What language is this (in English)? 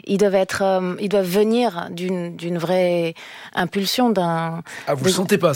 French